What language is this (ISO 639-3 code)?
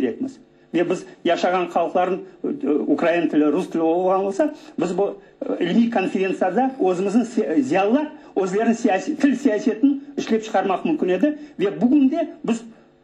crh